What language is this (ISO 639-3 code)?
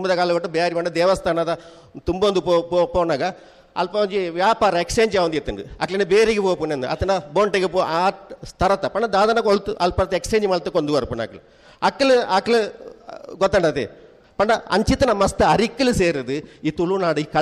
tcy